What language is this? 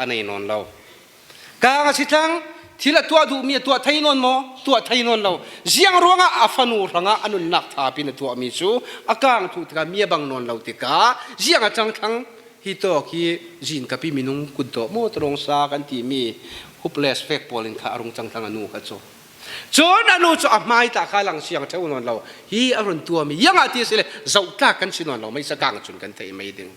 Falam Chin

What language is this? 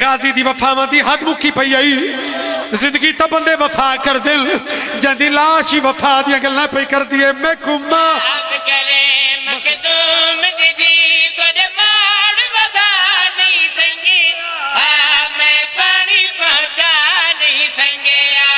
Pahari-Potwari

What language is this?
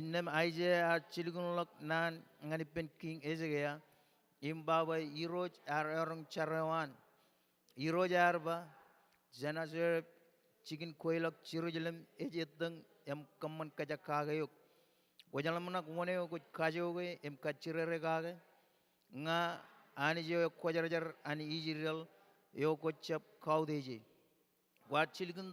Marshallese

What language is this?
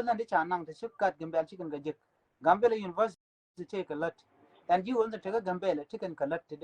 Nuer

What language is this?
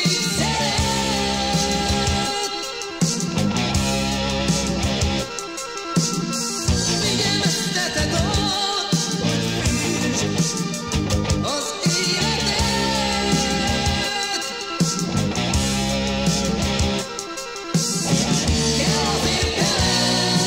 Hungarian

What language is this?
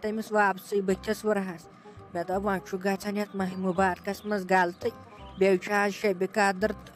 Kashmiri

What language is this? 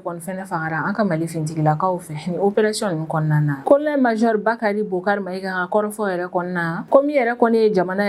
Bambara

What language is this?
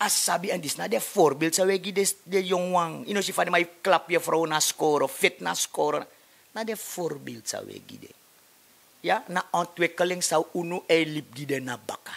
Sranan Tongo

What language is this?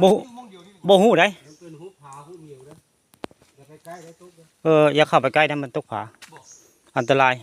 Northeastern Thai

